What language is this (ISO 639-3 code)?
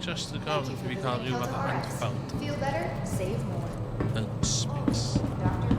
cym